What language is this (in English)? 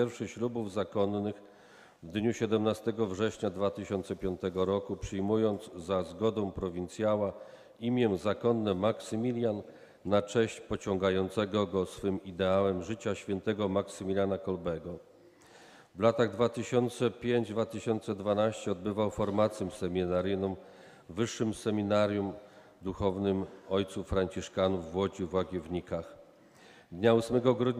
Polish